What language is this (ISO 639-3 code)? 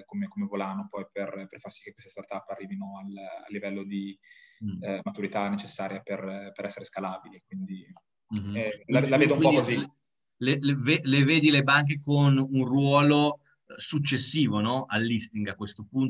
ita